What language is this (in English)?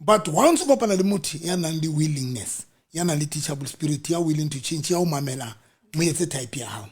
Southern Sotho